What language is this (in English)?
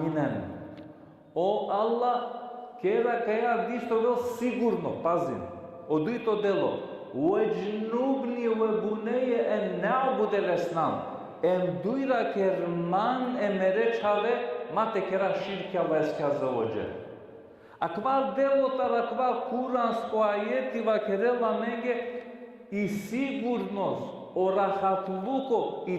Balkan Romani